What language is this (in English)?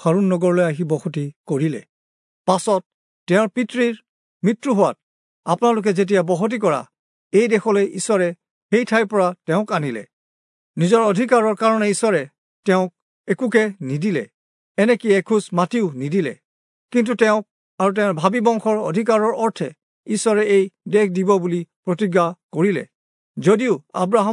Assamese